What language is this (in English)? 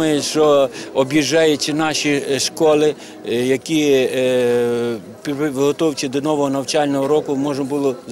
Ukrainian